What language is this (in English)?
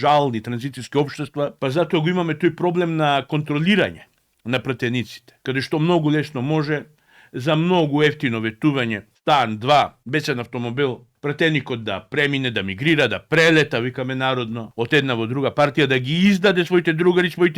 Macedonian